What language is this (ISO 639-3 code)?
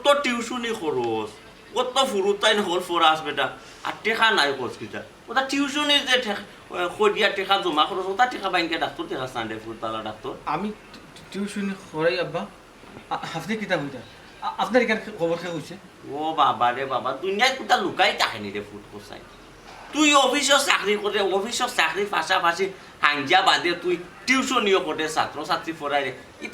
syl